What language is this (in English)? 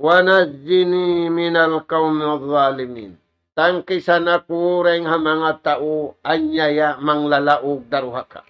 Tausug